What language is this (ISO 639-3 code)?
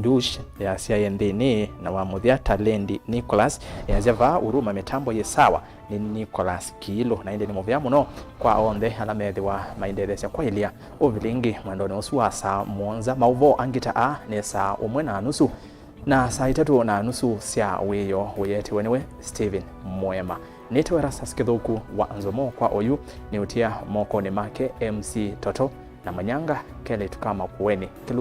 kam